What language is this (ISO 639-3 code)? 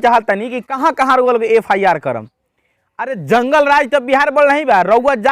bho